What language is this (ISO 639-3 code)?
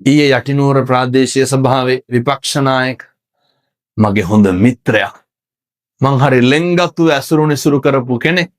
sin